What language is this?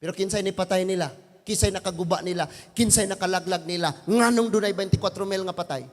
Cebuano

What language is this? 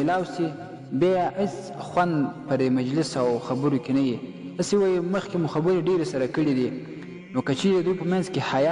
Pashto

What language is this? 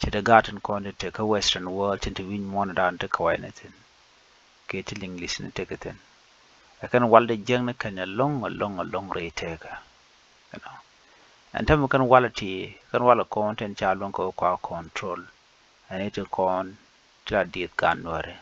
Nuer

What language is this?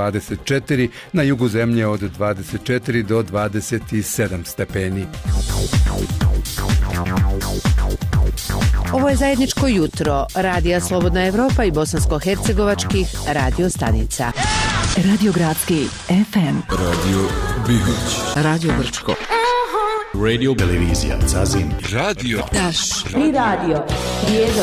Bosnian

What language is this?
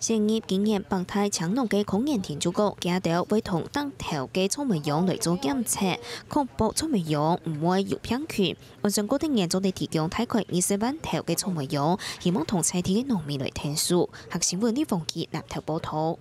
Hakka Chinese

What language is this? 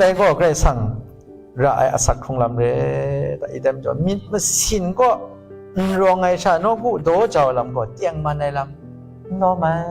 Kachin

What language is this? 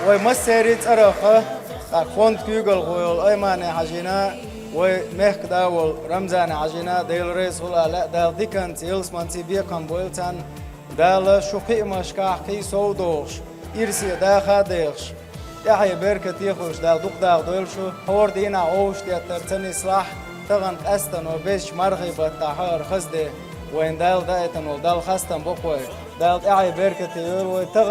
Chechen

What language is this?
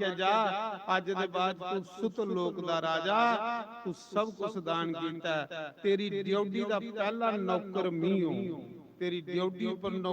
Dogri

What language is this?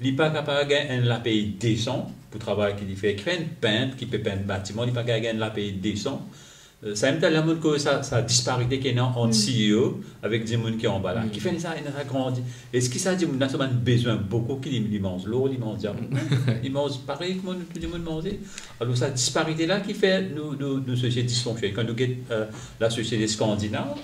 Morisyen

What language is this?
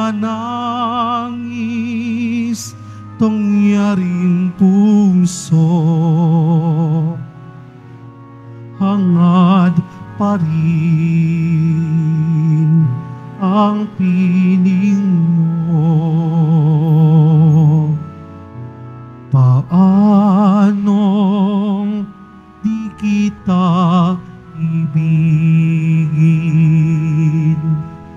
Filipino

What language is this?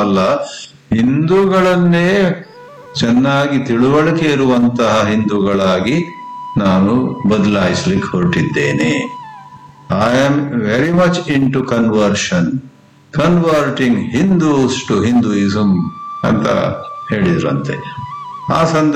Kannada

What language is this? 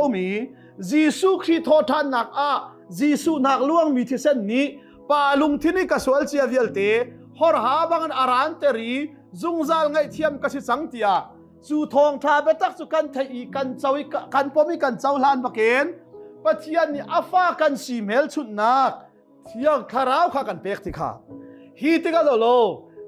Hakha Chin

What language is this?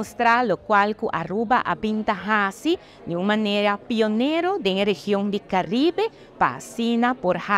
Papiamento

